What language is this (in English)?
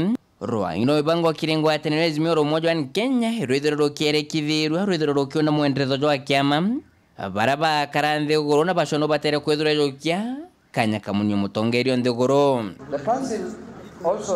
Meru